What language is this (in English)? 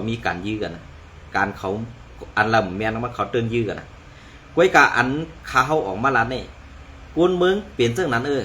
Shan